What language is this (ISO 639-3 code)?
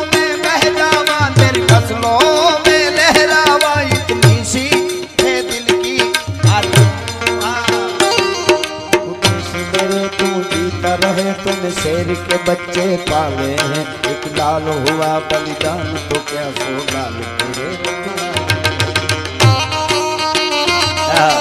guj